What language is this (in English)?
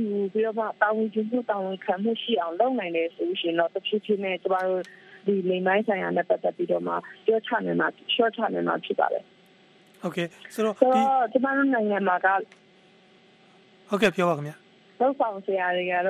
Burmese